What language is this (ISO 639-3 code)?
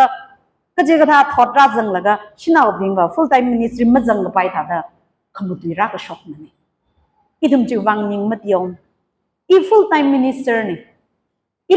nmf